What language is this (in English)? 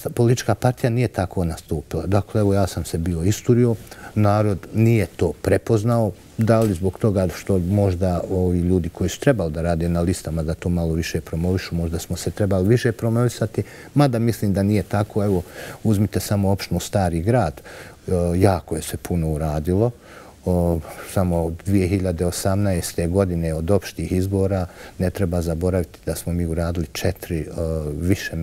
Bosnian